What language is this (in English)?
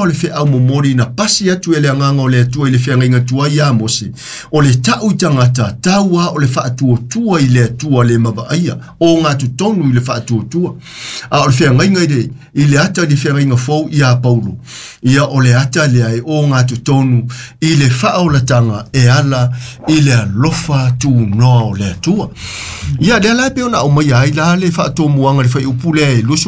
Samoan